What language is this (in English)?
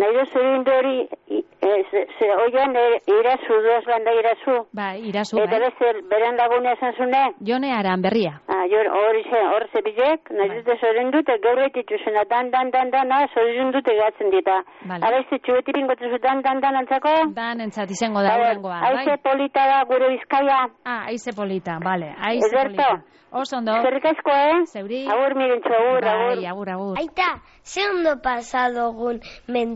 Basque